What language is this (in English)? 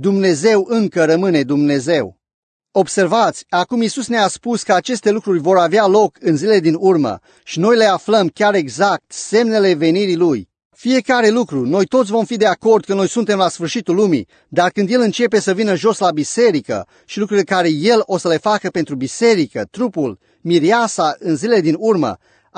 Romanian